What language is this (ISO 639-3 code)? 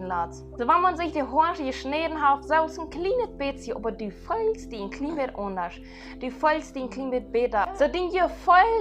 pdt